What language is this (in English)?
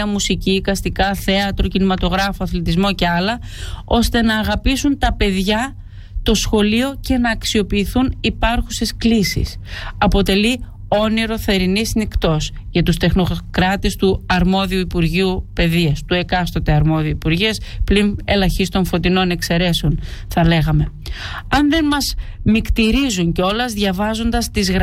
Greek